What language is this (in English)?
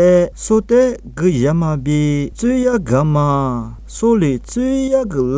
Lisu